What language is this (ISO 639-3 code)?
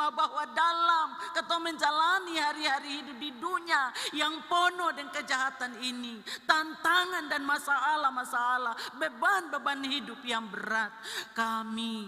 abs